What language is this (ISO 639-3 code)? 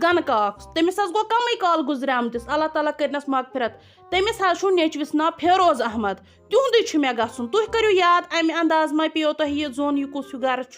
kas